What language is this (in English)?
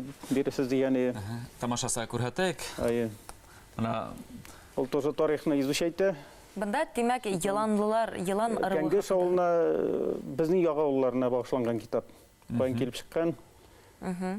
Bashkir